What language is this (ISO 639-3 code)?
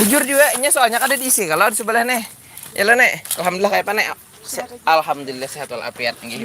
bjn